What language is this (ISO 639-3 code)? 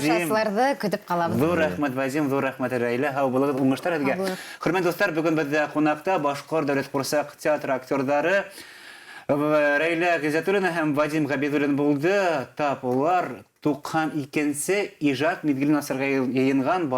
bak